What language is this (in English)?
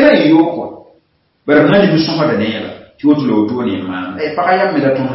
Mossi